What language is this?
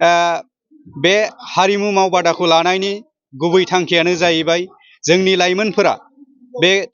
Bodo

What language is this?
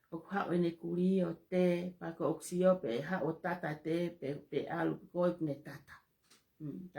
Tongan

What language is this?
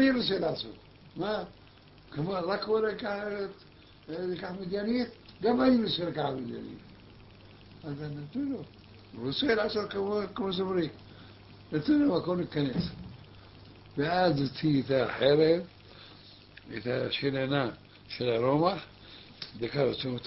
Hebrew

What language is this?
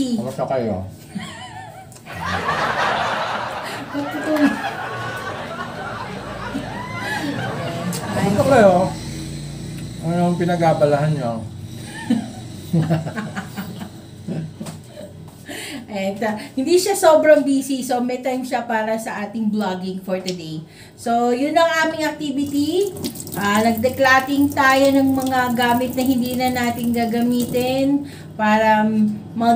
Filipino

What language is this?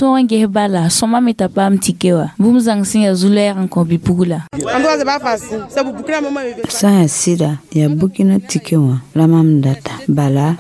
Mossi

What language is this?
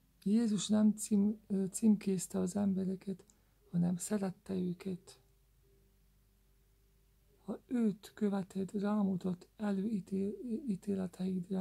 Hungarian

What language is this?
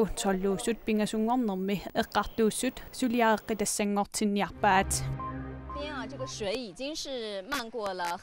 Kalaallisut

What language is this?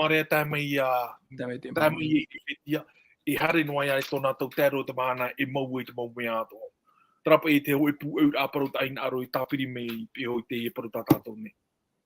Tahitian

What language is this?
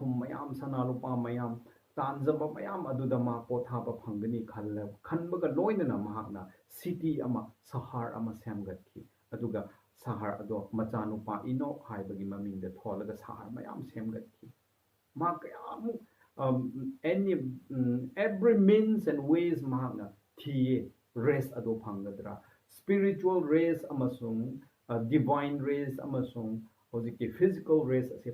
Manipuri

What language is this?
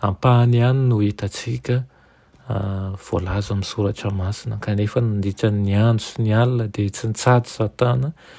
Malagasy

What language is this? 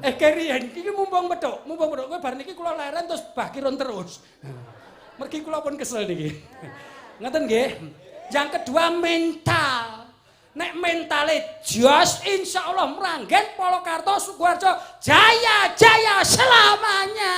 Javanese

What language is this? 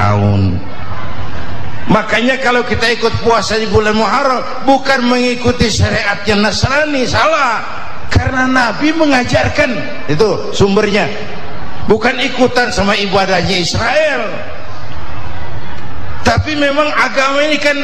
Indonesian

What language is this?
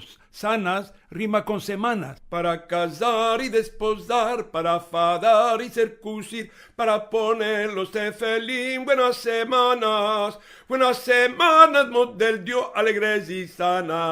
Ladino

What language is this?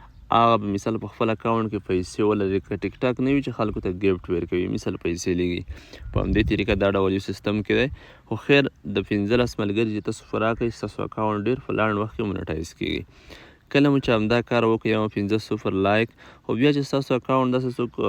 Pashto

